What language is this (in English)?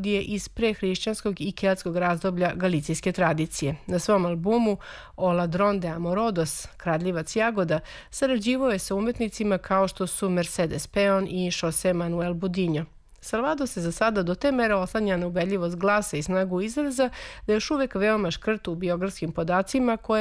Serbian